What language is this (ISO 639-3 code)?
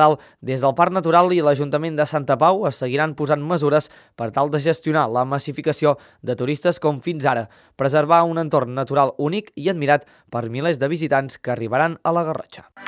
cat